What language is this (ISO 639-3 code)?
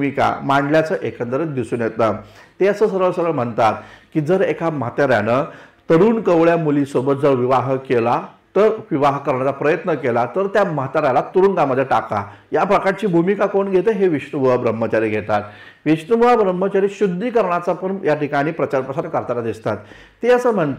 mar